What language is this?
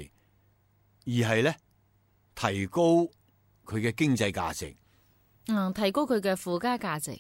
Cantonese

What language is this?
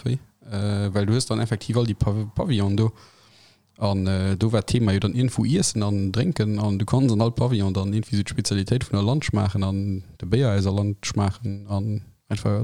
Luxembourgish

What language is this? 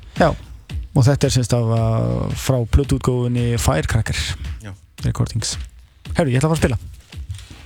Icelandic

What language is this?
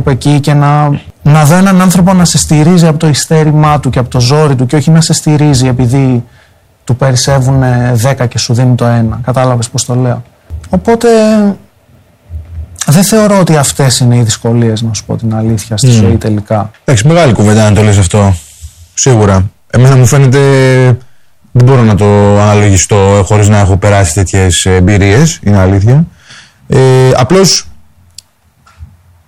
Greek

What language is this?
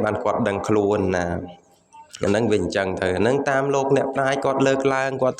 Khmer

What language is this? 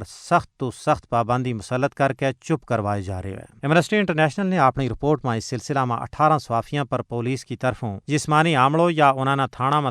Gujari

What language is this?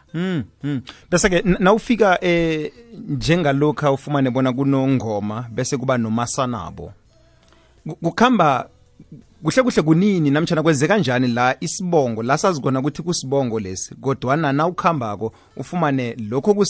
South Ndebele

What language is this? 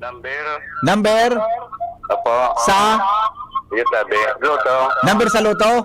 Bikol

